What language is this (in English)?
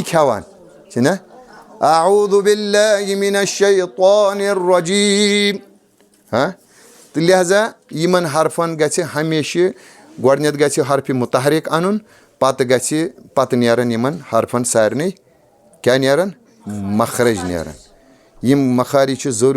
Kashmiri